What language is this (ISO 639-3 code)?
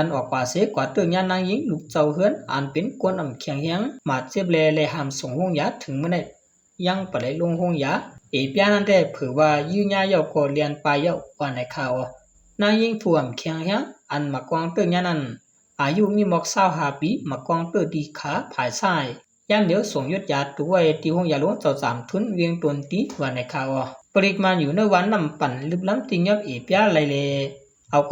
shn